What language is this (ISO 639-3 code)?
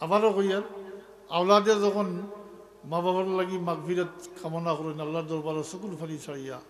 syl